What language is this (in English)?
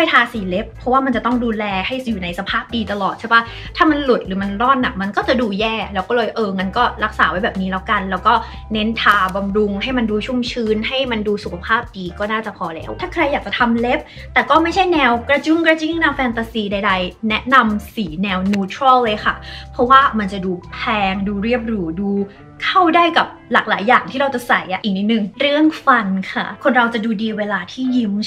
Thai